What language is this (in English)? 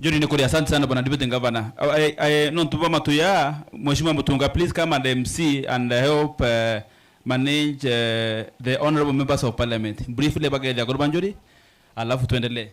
Meru